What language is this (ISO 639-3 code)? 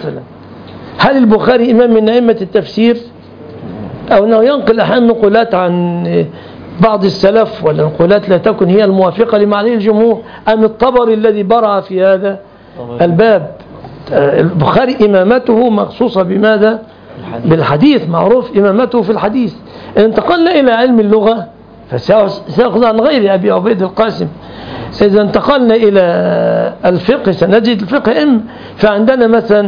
ara